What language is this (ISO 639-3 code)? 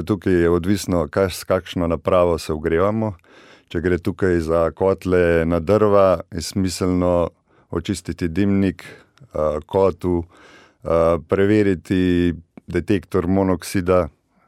slv